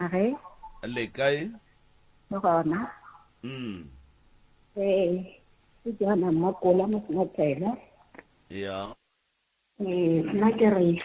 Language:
Northern Sotho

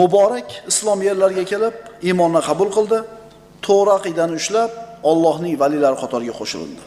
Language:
Uzbek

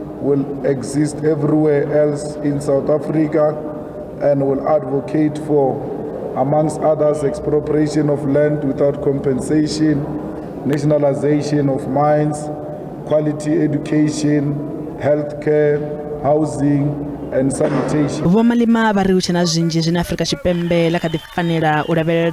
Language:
Venda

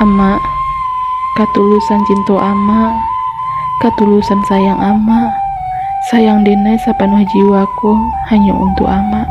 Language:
Minangkabau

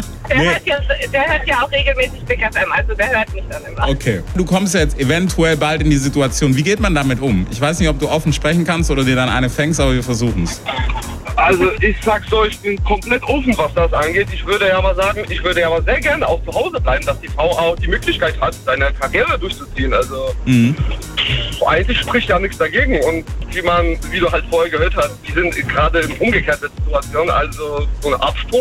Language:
German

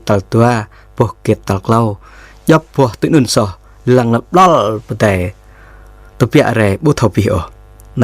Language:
Jarai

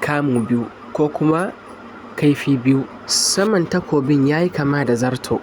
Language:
Hausa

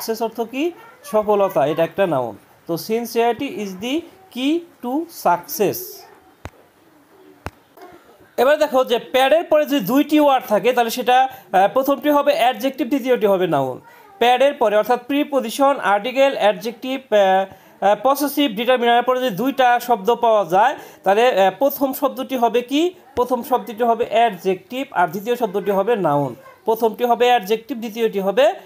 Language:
Bangla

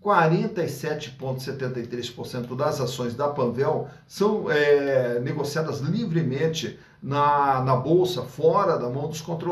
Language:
Portuguese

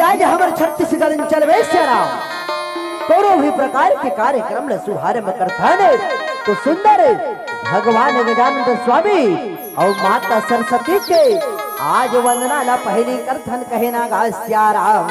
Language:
Chhattisgarhi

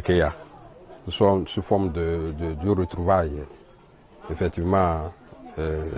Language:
Ewe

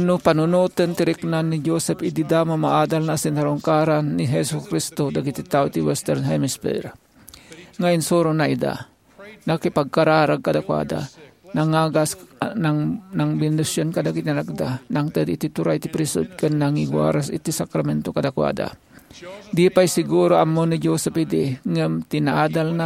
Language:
Iloko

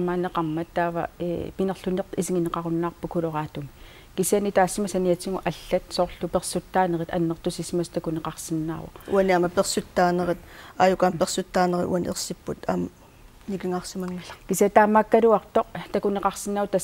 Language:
Kalaallisut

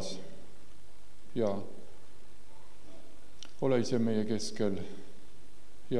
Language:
Estonian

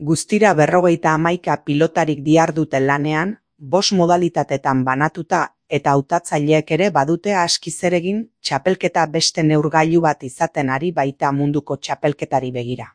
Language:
Basque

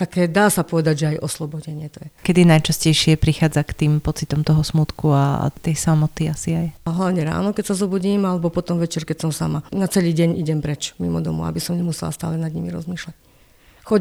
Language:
Slovak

